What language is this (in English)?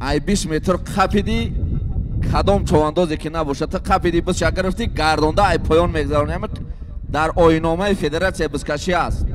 Tajik